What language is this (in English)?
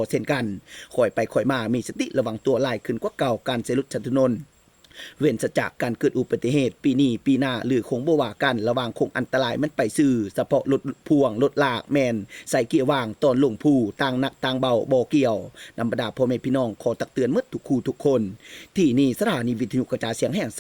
Lao